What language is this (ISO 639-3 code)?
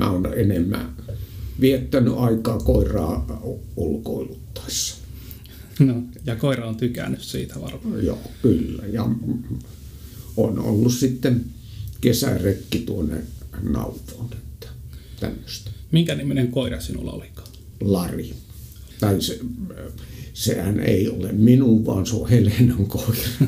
fin